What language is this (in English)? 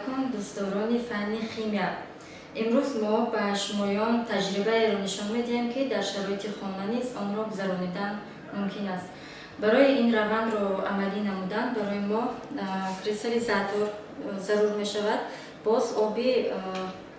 Tajik